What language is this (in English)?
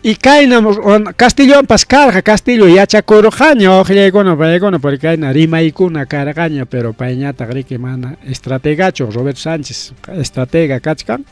Ayacucho Quechua